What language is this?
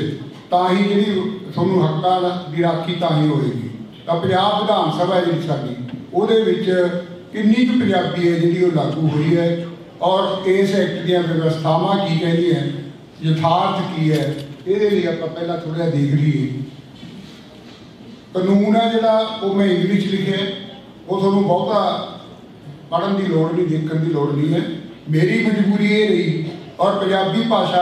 Punjabi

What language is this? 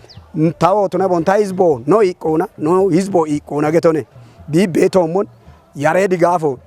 Kafa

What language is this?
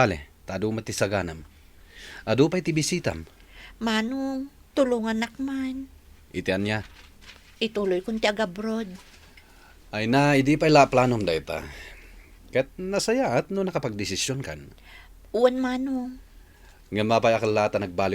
Iloko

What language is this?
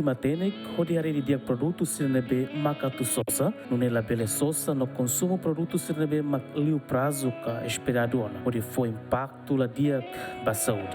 Tetum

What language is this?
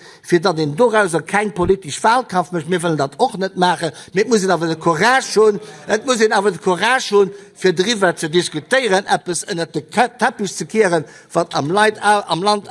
Luxembourgish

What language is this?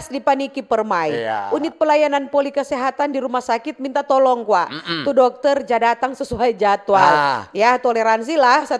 Manado Malay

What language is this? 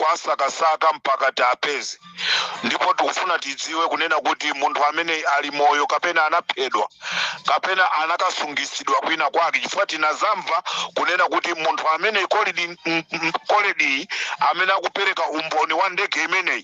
Nyanja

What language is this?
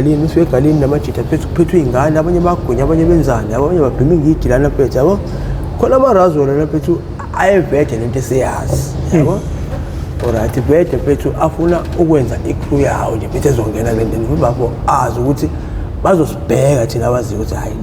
Zulu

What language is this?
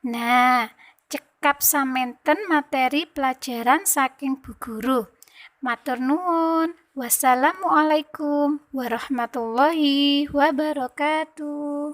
Javanese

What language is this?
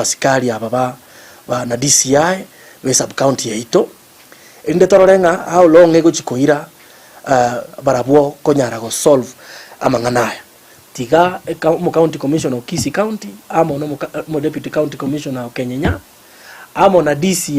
Gusii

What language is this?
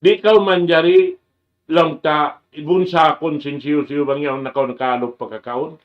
Tausug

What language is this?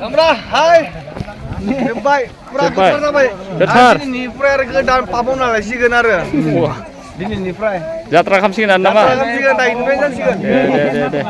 Bodo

